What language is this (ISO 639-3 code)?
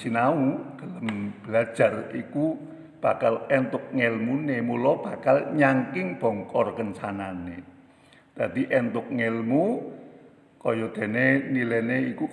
jav